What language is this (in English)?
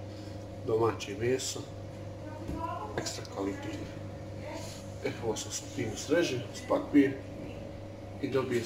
Bosnian